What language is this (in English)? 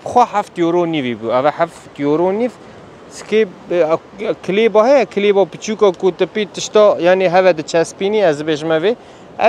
Kurdish